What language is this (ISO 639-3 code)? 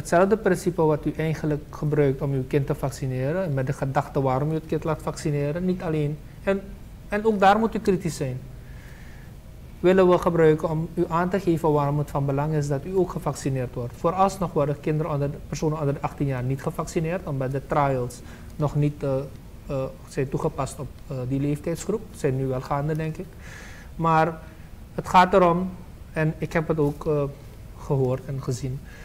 nld